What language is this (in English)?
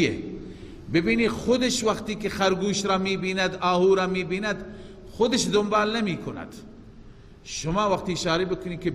Persian